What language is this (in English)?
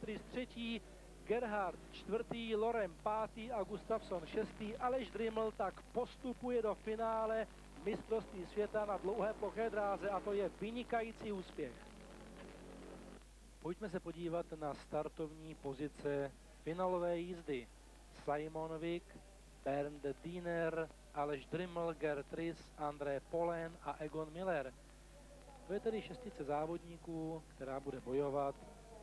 Czech